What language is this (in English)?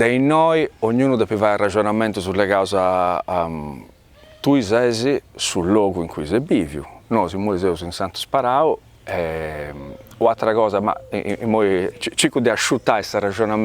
Sardinian